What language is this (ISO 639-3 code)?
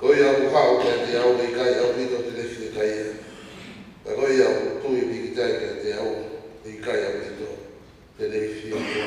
ton